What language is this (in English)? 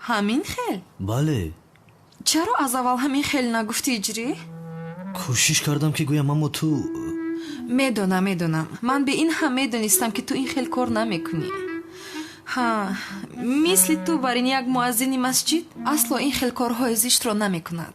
Tajik